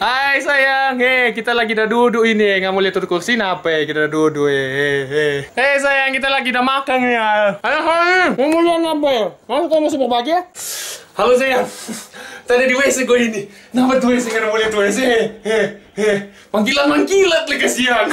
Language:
Manado Malay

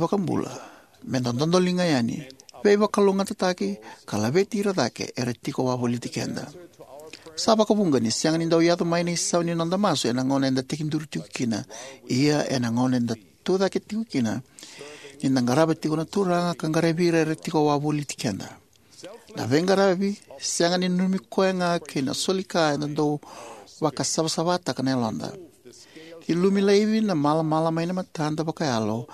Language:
Fijian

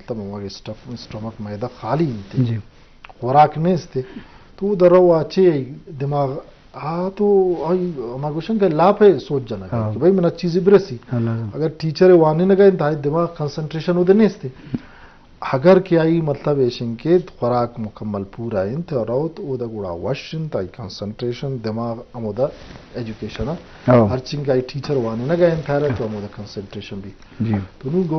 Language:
Eastern Balochi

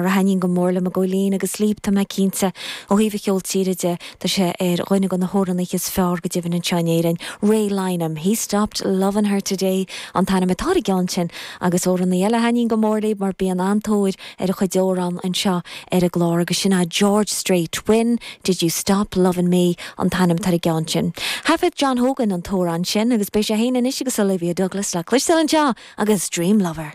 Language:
Irish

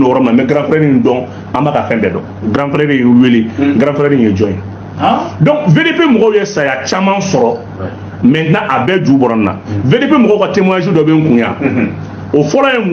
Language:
Bambara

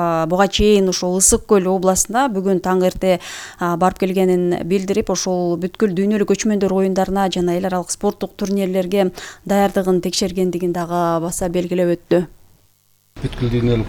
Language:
Kyrgyz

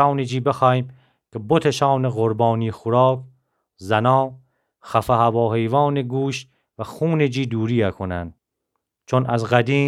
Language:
Gilaki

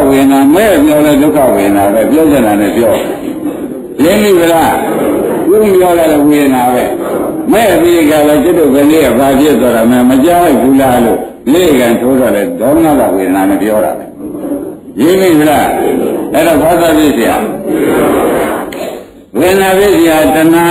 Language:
Burmese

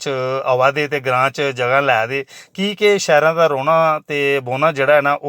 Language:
Dogri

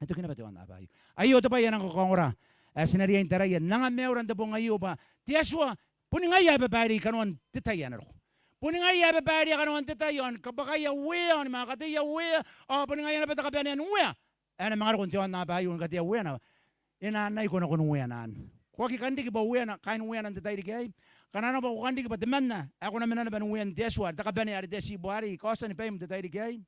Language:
Gilbertese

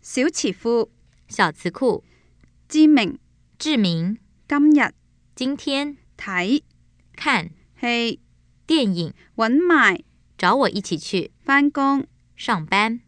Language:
Cantonese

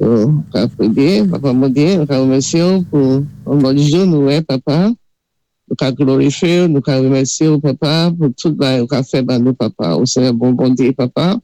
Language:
Saint Lucian Creole French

